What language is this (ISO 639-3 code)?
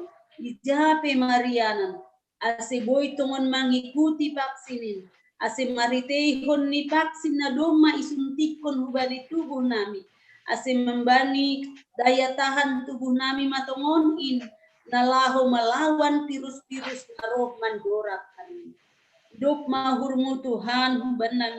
bts